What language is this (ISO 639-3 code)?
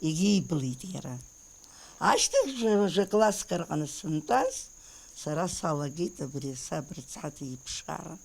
abk